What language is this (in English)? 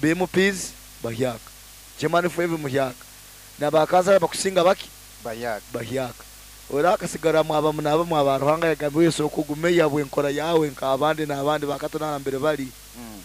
Nyoro